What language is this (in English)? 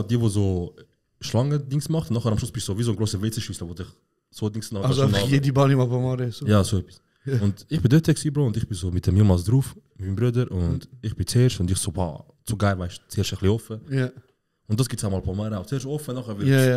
Swiss German